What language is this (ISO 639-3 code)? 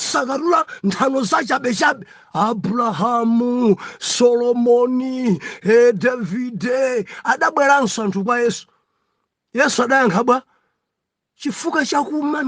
nya